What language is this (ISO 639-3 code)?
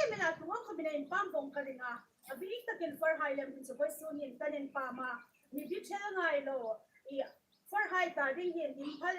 hmr